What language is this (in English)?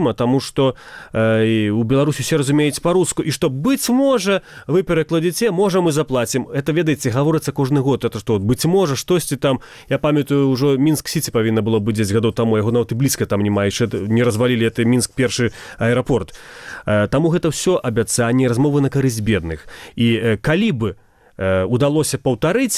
Belarusian